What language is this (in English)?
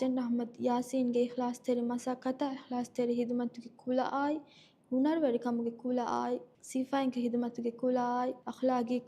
Divehi